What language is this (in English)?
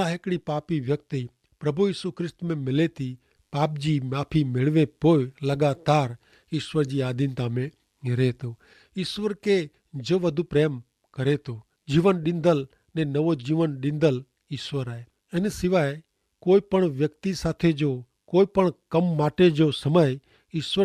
Kachhi